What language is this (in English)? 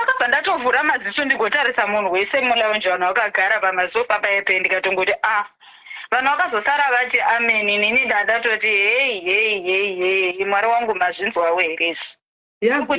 Shona